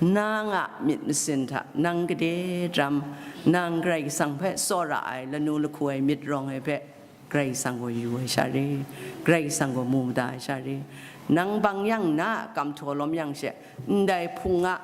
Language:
Kachin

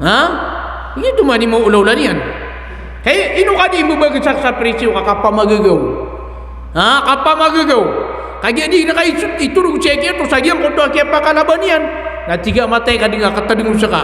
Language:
Maranao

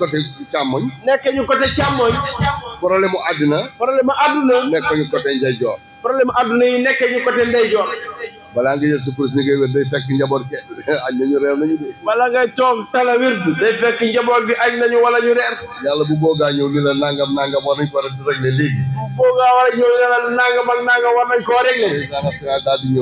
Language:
Wolof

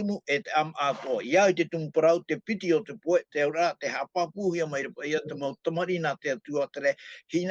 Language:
Tahitian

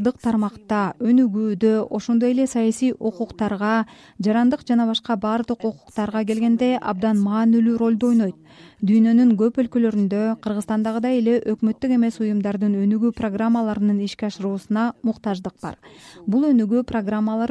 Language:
Kyrgyz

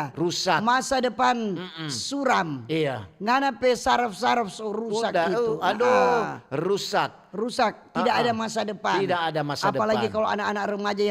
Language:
Manado Malay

